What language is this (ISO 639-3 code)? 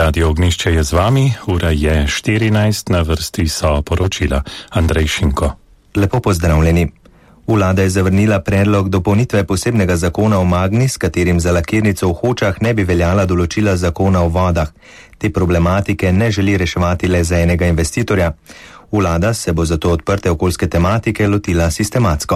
slv